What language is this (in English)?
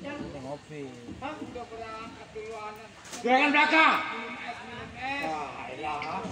Betawi